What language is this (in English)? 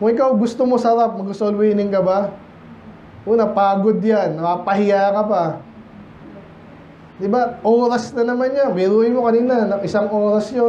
Filipino